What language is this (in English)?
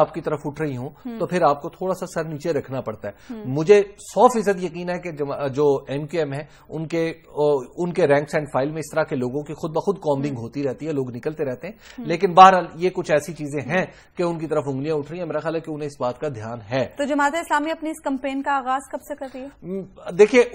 Urdu